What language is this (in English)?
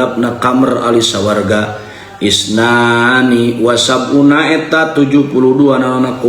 Sundanese